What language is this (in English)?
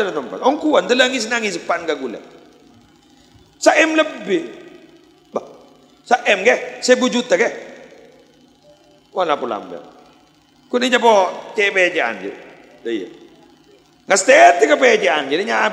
Madurese